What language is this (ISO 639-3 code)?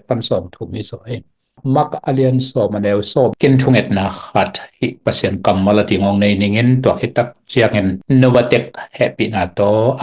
ctd